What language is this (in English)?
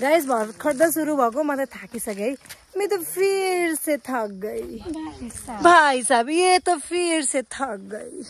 Nepali